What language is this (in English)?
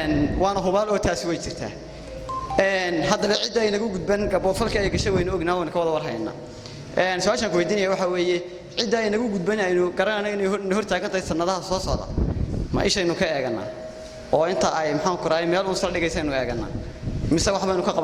Somali